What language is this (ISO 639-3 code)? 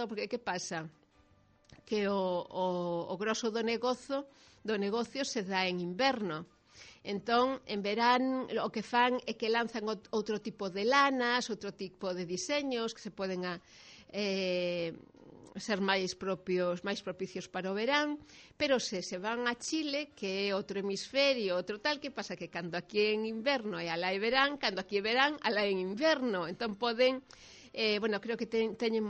glg